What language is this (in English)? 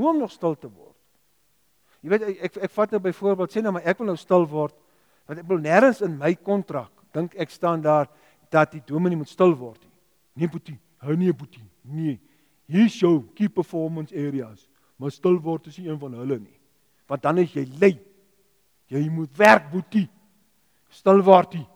Afrikaans